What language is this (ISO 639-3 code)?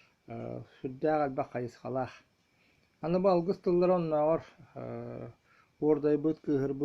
sah